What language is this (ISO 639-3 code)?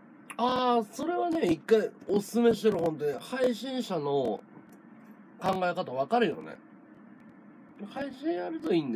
jpn